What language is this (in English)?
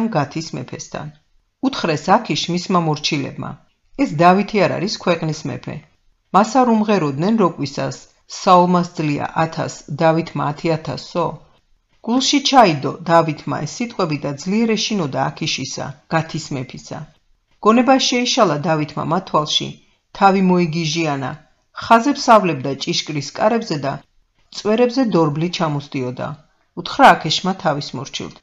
Georgian